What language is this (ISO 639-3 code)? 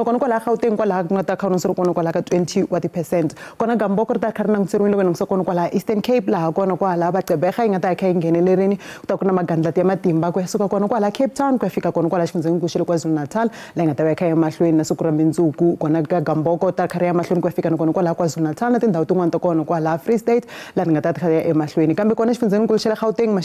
tso